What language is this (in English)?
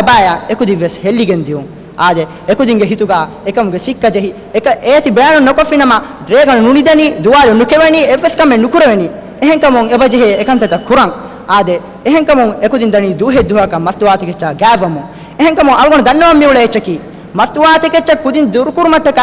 Divehi